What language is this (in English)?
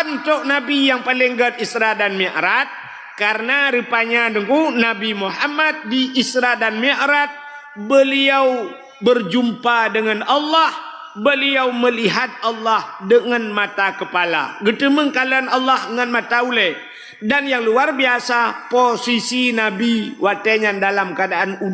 Achinese